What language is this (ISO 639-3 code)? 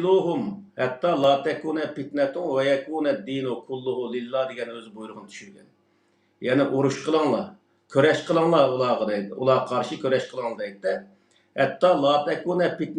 uig